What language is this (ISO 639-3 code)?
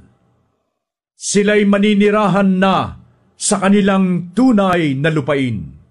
fil